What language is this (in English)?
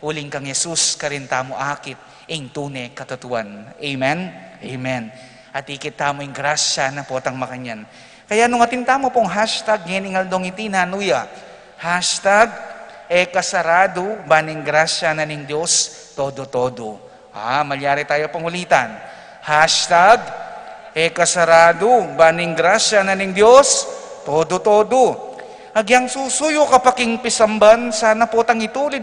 Pampanga